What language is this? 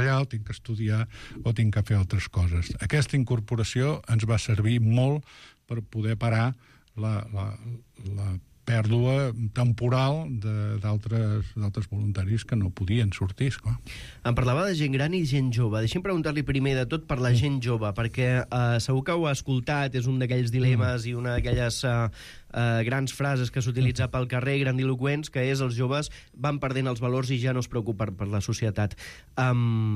Catalan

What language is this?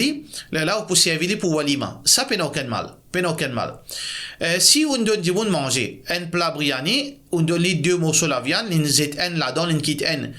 Morisyen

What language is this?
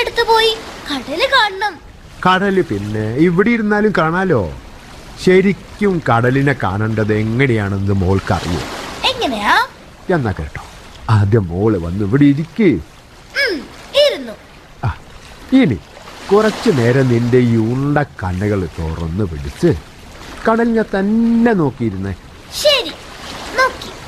Malayalam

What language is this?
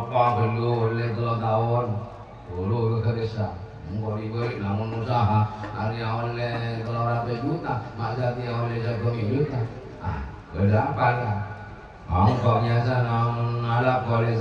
Madurese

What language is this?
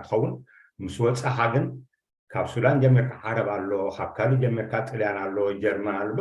Tigrinya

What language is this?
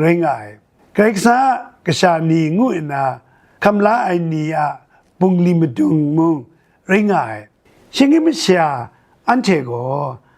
Kachin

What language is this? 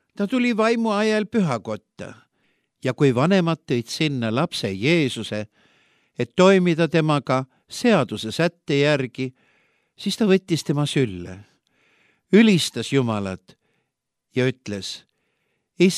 Estonian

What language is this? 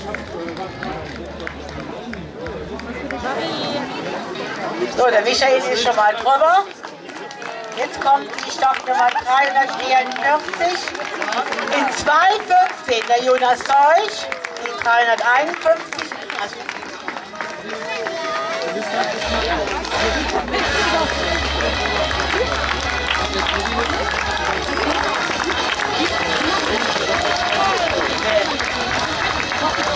German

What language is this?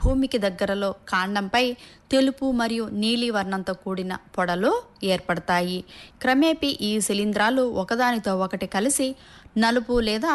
Telugu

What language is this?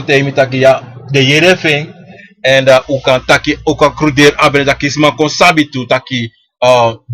Sranan Tongo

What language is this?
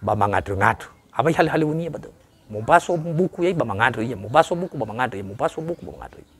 Nias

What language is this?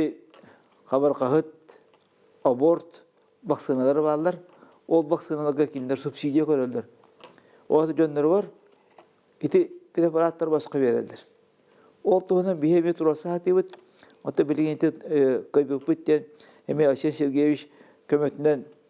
Yakut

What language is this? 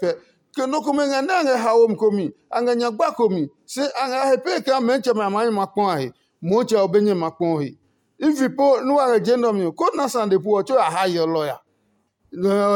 Adangme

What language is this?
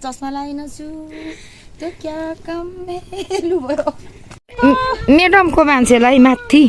Nepali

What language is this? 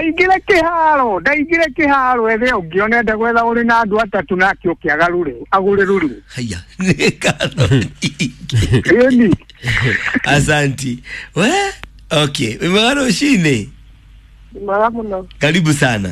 Kikuyu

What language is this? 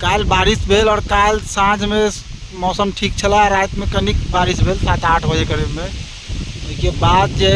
Maithili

